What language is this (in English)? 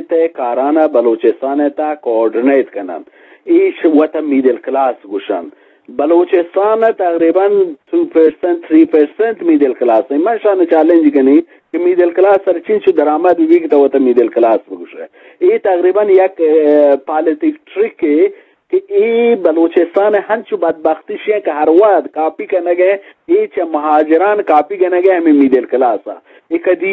Eastern Balochi